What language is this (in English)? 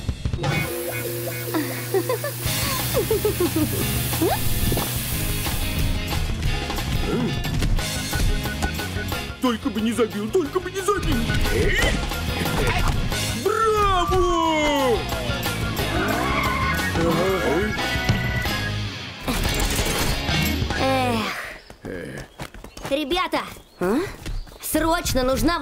Russian